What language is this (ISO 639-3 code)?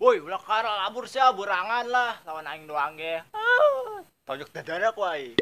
sun